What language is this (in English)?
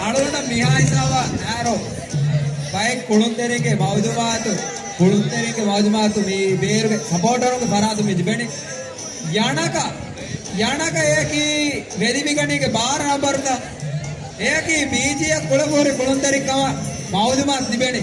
Divehi